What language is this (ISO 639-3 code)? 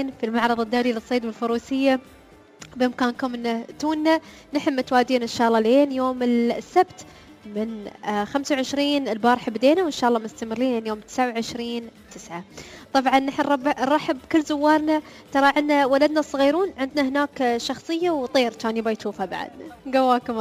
afb